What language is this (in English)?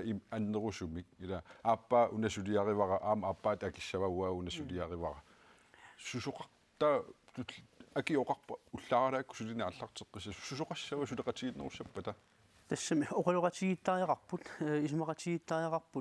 Kalaallisut